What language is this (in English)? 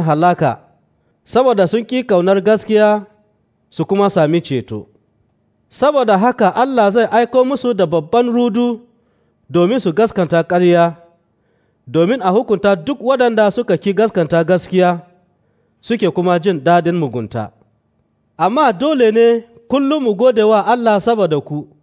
Hausa